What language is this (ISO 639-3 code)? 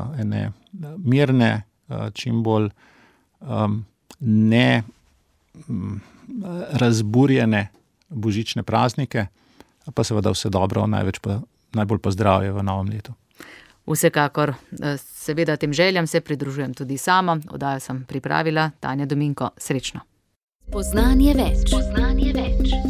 slv